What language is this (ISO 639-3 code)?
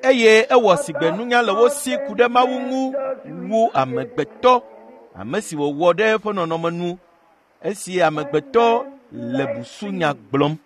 ewe